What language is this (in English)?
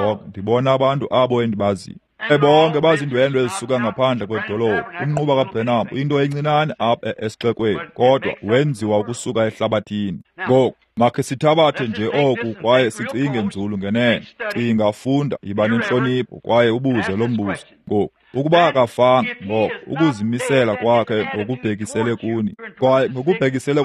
Xhosa